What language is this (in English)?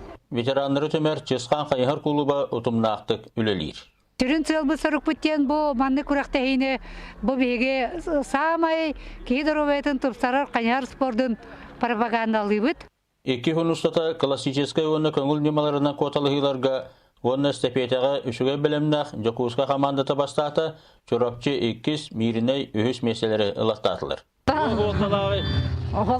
Yakut